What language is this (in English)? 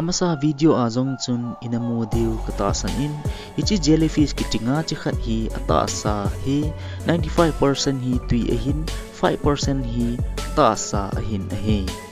Thado Chin